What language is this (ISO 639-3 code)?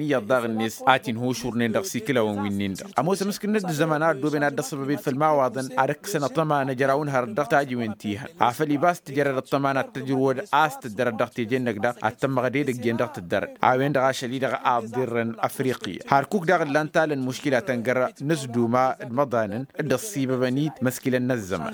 taq